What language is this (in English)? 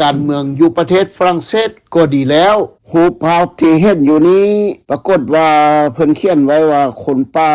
Lao